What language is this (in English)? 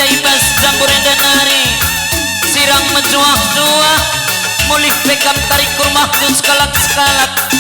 Batak Karo